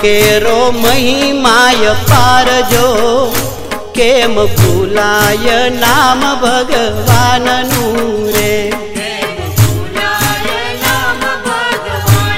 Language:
Gujarati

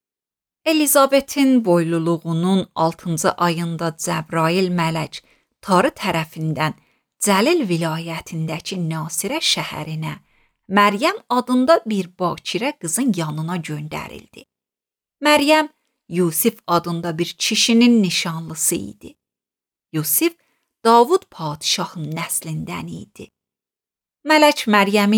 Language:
Azerbaijani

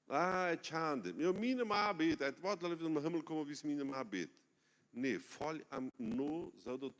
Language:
Plautdietsch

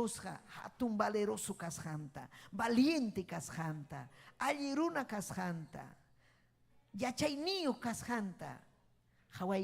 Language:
Ayacucho Quechua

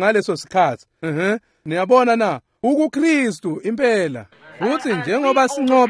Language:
Swati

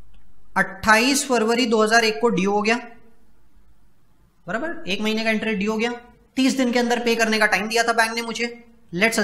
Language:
Hindi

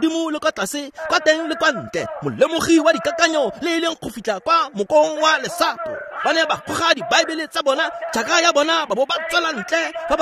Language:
Tswana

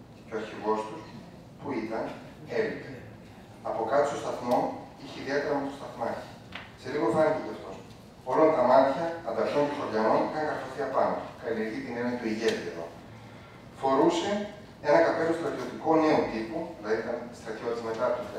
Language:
Greek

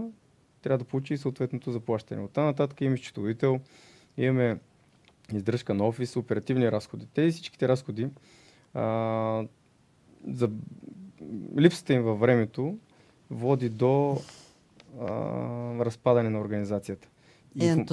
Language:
Bulgarian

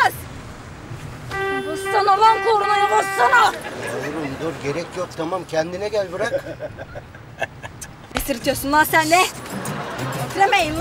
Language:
Turkish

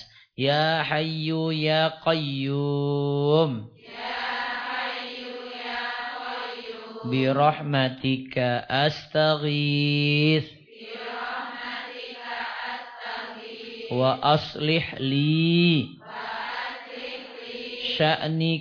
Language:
Indonesian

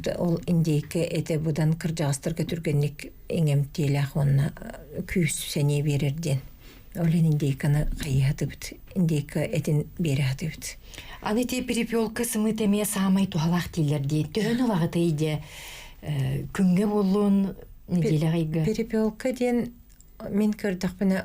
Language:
Yakut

